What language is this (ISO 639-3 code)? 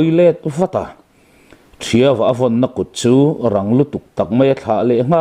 lus